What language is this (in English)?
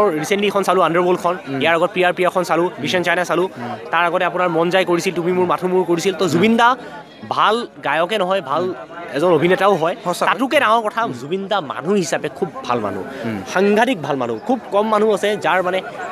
Assamese